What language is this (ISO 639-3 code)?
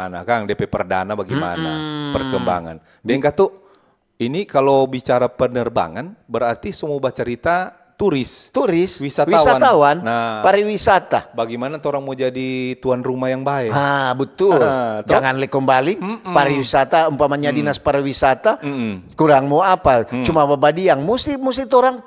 xmm